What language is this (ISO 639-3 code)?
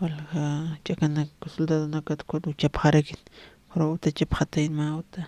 aym